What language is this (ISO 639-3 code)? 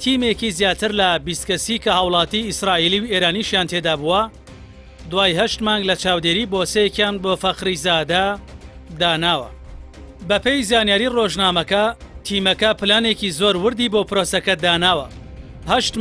ckb